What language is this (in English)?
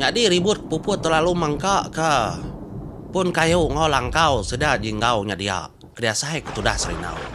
Iban